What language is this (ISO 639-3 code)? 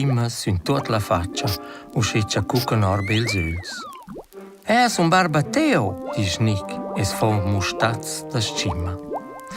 roh